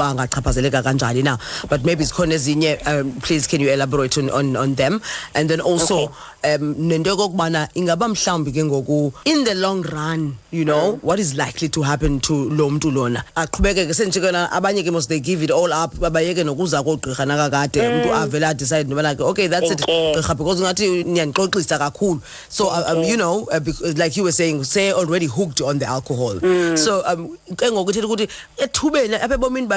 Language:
Xhosa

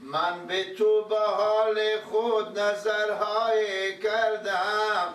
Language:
Persian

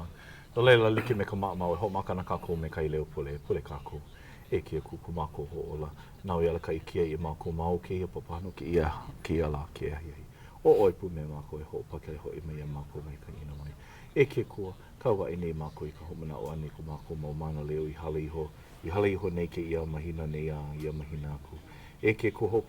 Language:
Hawaiian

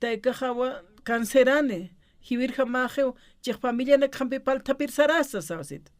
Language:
Aymara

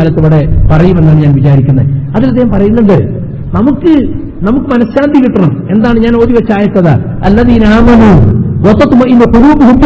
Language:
Malayalam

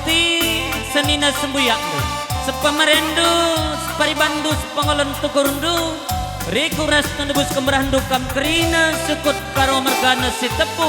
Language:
Batak Karo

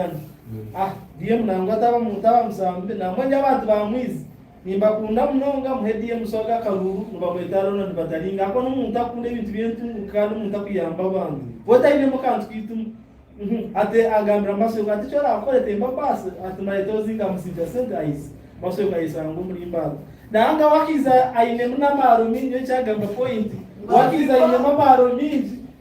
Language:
Nyankole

